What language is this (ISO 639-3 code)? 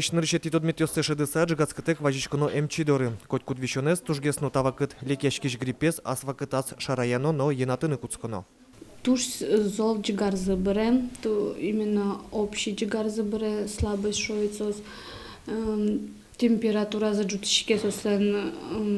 udm